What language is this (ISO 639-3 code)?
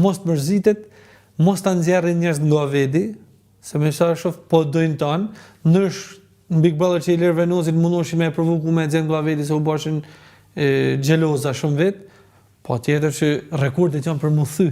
sqi